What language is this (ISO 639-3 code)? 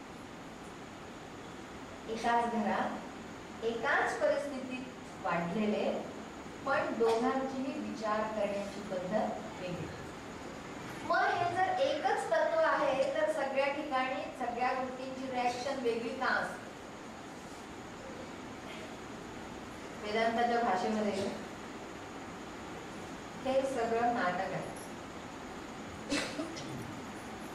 mar